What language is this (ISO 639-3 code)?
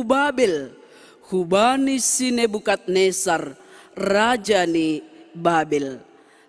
bts